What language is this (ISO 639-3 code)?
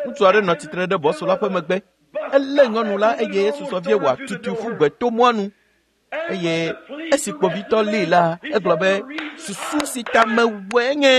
ewe